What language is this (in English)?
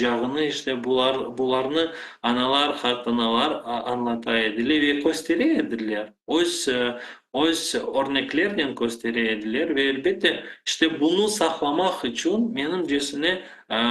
Crimean Tatar